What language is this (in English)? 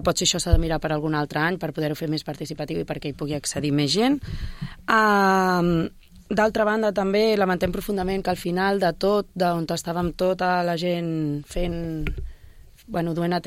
Catalan